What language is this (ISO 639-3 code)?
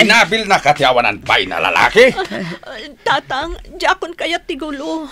ilo